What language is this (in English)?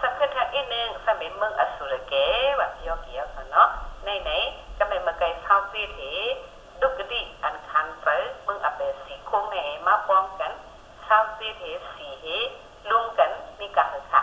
Shan